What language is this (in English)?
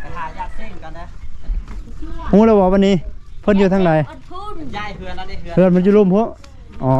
Lao